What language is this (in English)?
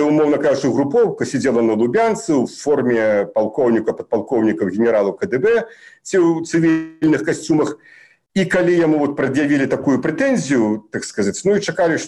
Belarusian